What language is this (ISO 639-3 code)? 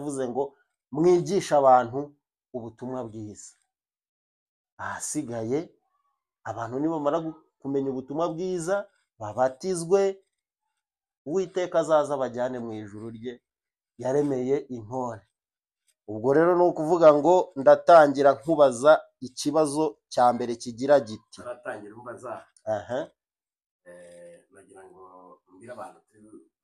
kin